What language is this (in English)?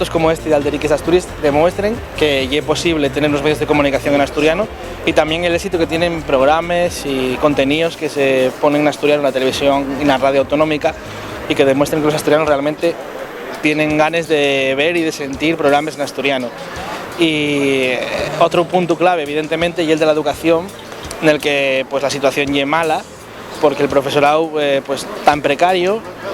Asturian